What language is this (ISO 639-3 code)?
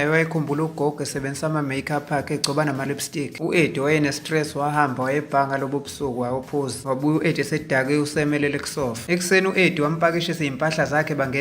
zul